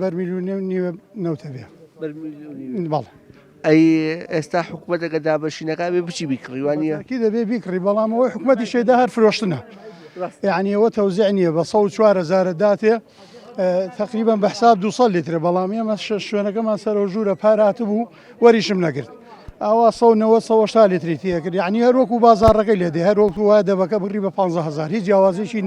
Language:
Central Kurdish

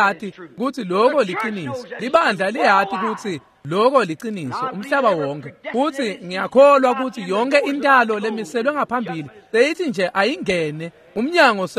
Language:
Swati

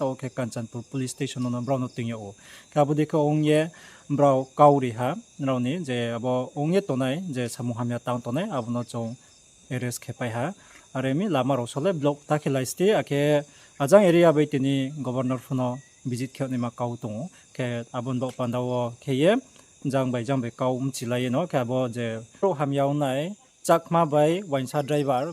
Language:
Riang (India)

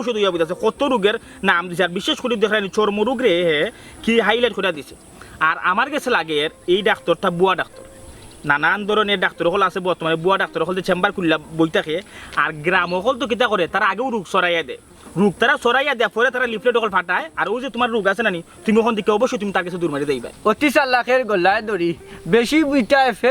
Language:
Sylheti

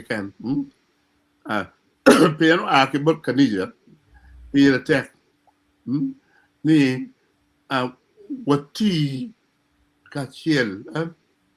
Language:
Acoli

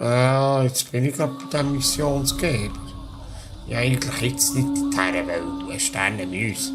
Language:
Swiss German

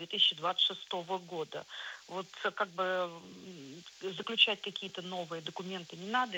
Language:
Russian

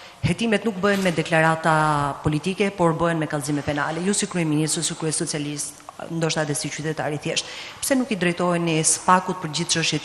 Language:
Albanian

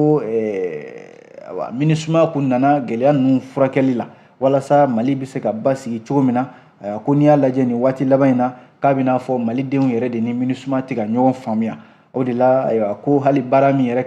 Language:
Bambara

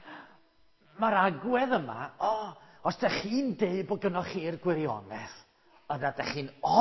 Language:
Welsh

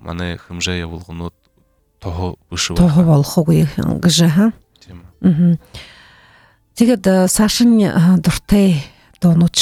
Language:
Buriat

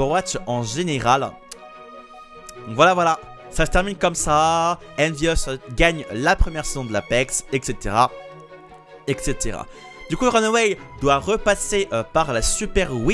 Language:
French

